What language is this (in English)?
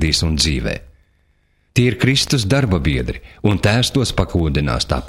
Latvian